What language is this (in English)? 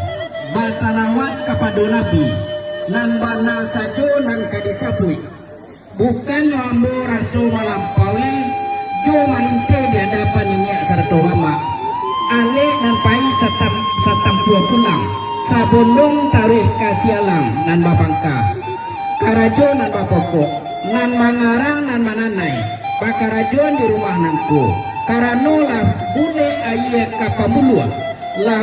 Minangkabau